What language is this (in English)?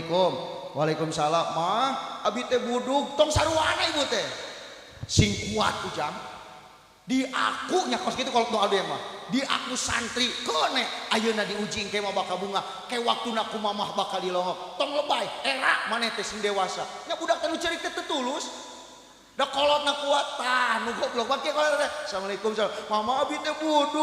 Sundanese